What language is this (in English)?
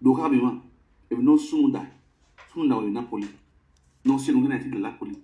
Nigerian Pidgin